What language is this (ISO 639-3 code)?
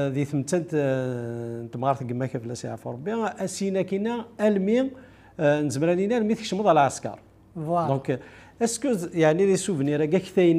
kab